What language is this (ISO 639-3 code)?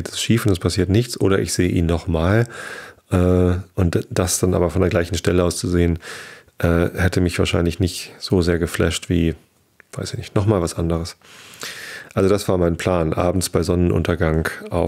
deu